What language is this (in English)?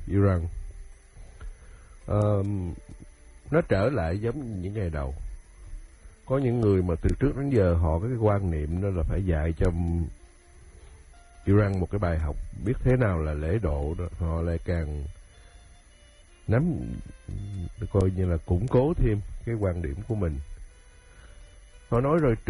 Vietnamese